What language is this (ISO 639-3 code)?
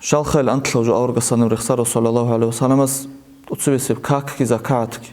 ava